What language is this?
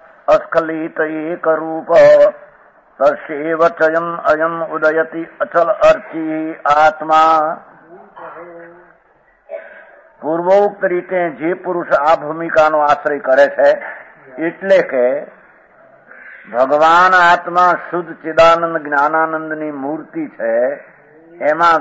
Gujarati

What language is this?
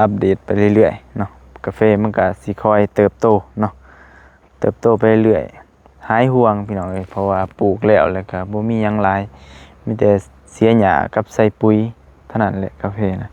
Lao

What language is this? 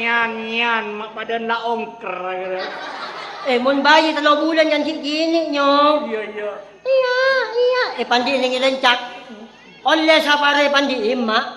Madurese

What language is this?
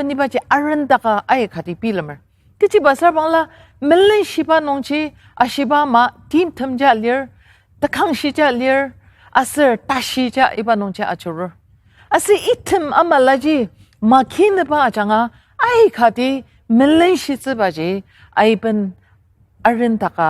Ao Naga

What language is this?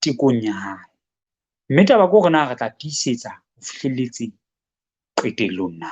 Southern Sotho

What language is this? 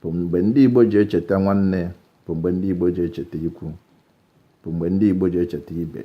Igbo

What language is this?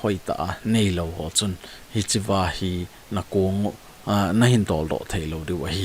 Thado Chin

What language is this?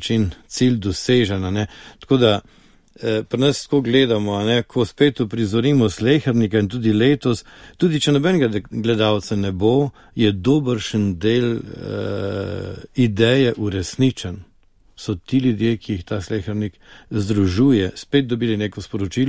Slovenian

